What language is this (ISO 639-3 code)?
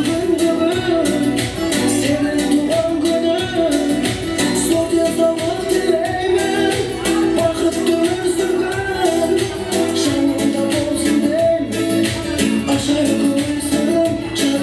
kaa